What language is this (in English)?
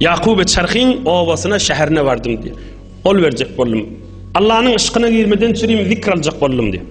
Turkmen